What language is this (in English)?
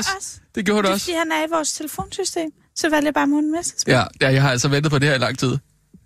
Danish